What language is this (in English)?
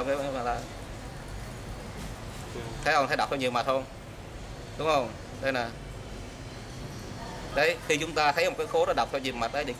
Vietnamese